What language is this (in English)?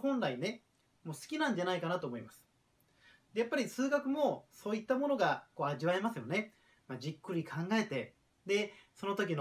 Japanese